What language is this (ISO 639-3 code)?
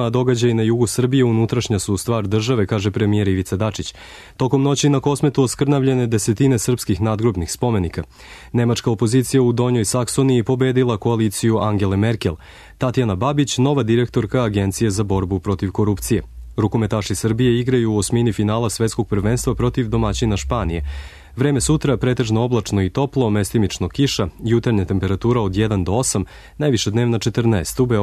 srp